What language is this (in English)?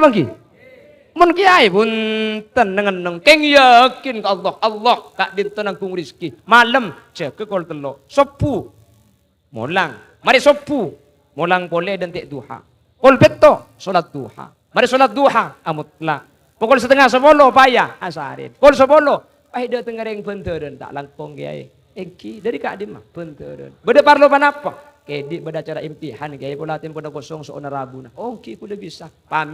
Madurese